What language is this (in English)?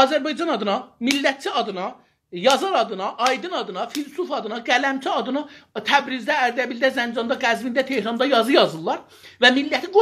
South Azerbaijani